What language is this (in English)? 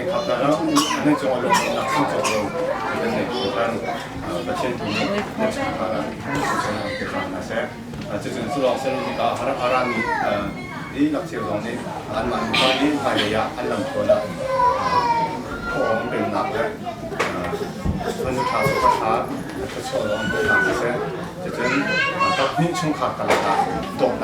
Hakha Chin